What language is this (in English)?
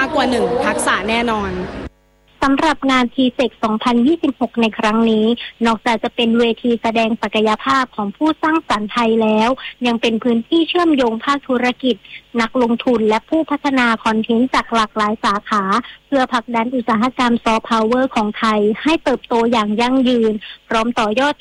Thai